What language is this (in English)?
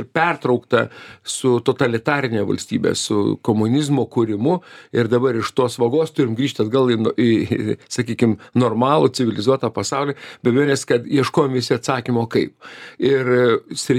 Lithuanian